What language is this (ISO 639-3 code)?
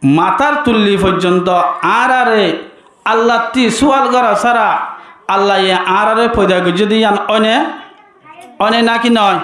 rhg